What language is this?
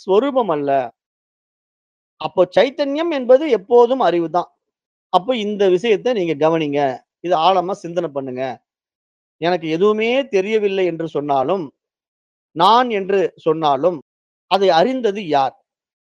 Tamil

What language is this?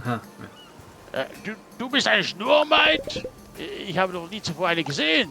Swiss German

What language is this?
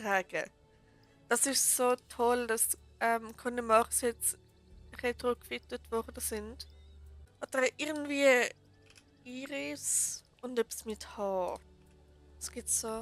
Swiss German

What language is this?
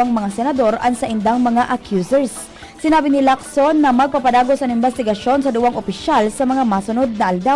Bikol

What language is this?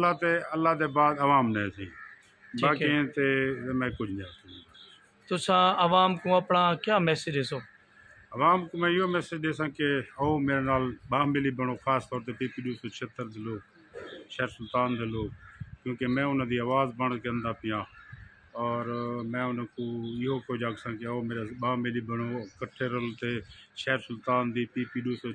Saraiki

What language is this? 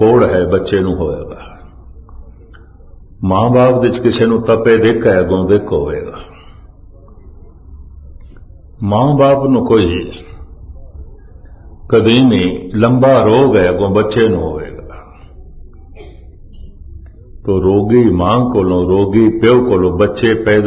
Punjabi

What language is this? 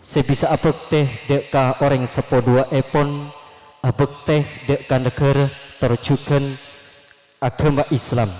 Madurese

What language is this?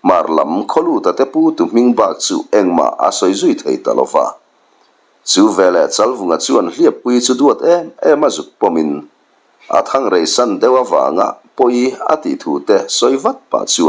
Mizo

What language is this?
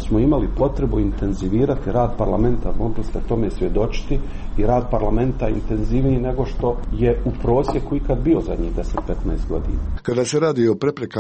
Croatian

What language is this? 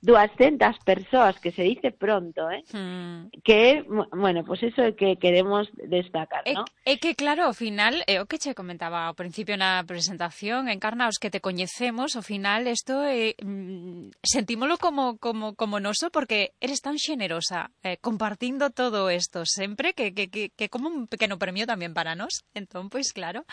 Galician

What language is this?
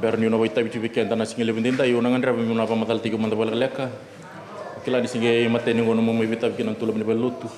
Fijian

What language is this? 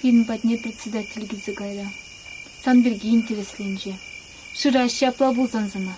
Chuvash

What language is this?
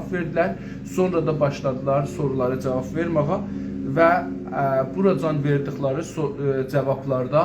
South Azerbaijani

